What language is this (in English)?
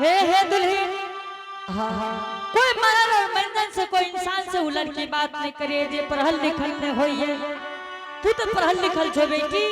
Angika